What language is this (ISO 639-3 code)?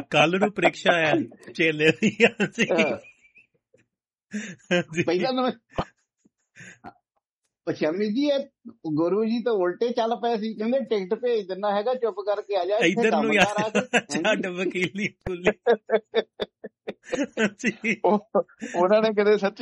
pan